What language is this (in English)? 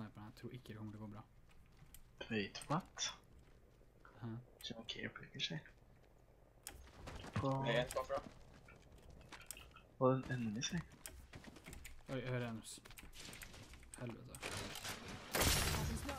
Norwegian